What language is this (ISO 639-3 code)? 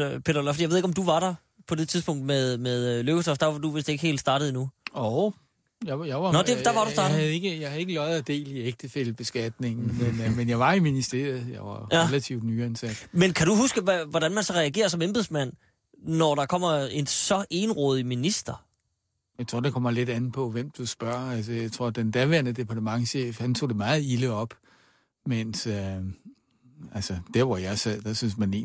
dan